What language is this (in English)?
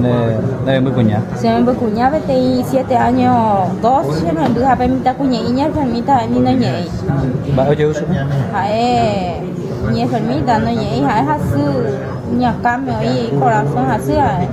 Guarani